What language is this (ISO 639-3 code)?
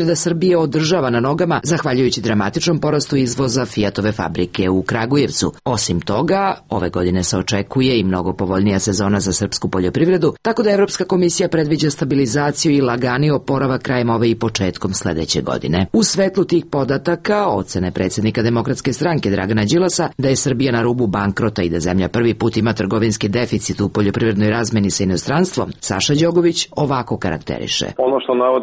srp